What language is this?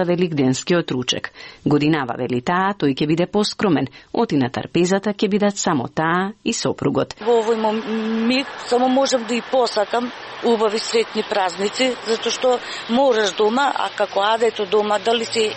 Macedonian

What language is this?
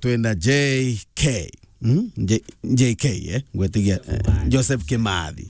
Meru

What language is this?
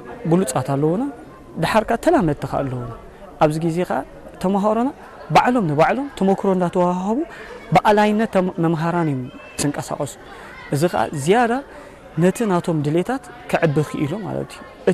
Tigrinya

